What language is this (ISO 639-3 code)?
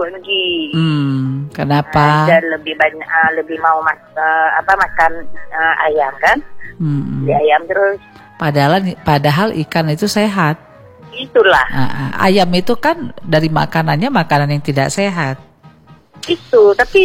ind